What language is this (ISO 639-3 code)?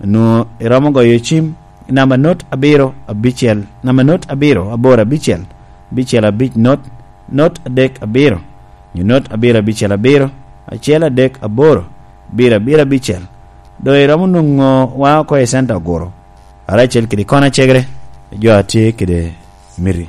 laj